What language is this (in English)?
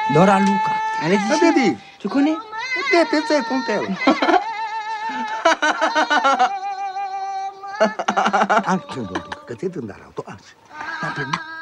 Romanian